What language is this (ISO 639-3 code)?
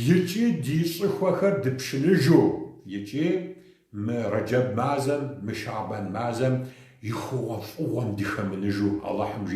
kbd